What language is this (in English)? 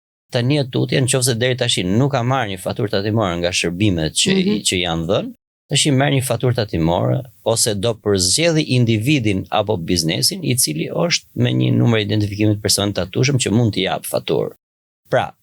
Albanian